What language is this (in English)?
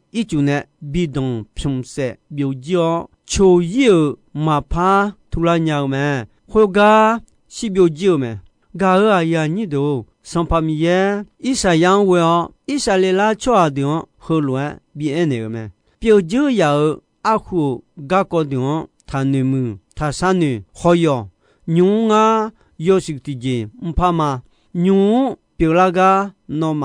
Akha